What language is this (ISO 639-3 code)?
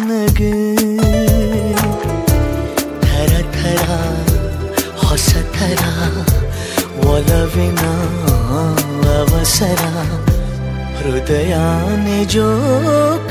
kan